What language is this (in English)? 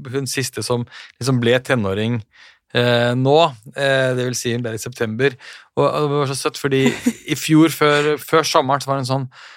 Norwegian